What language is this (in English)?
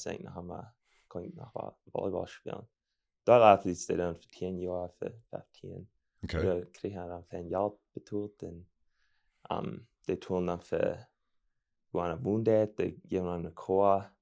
Plautdietsch